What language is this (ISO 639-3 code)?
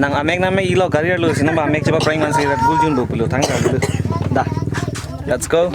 mjw